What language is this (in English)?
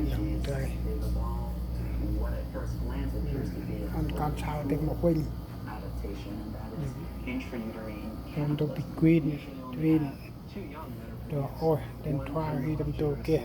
Central Mnong